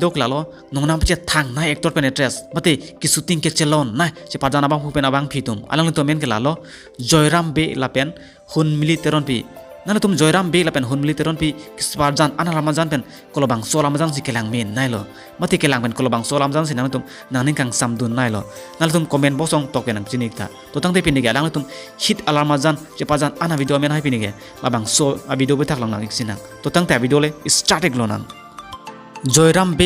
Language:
Karbi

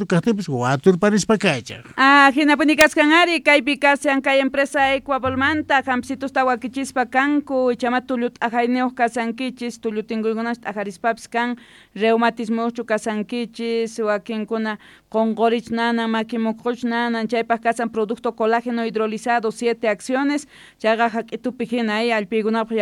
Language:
South Bolivian Quechua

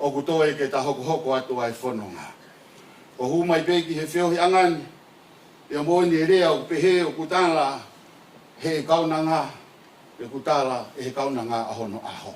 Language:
Tongan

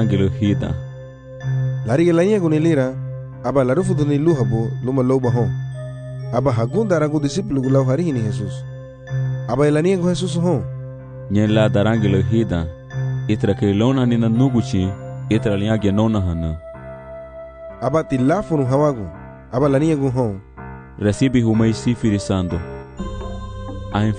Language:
Garifuna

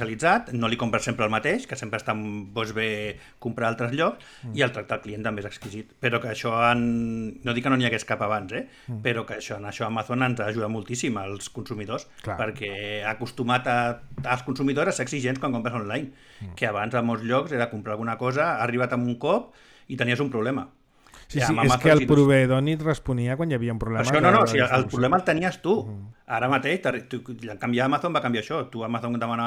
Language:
Catalan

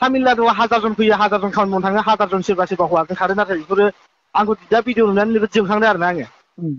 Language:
Bodo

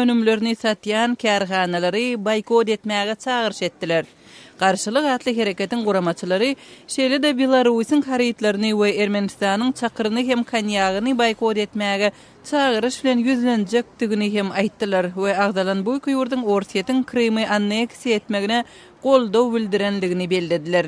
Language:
Turkmen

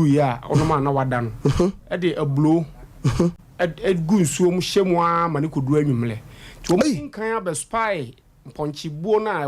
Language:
Akan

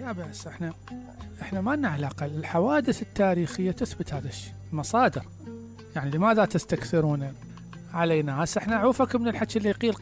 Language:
Mesopotamian Arabic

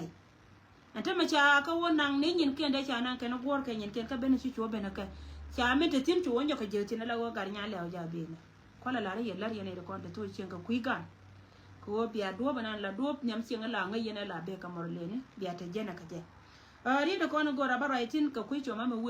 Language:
Nuer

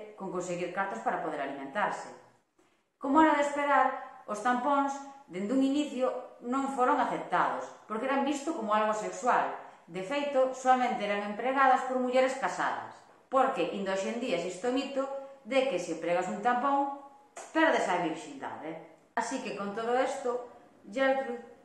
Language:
Galician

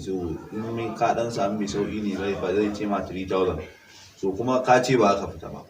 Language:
Hausa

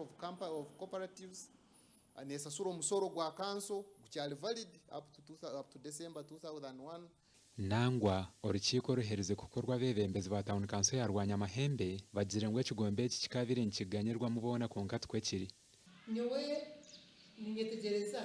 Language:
Nyankole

